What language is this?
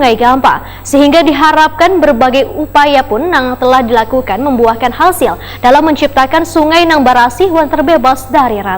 Banjar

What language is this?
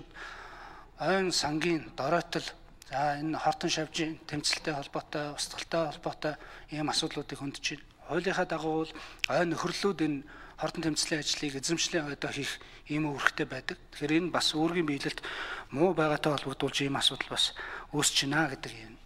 Mongolian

